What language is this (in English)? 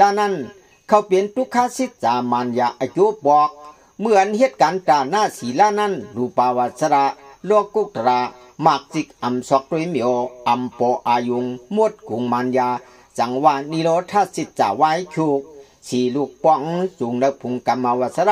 Shan